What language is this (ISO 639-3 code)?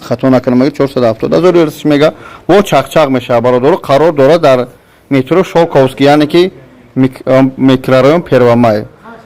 tgk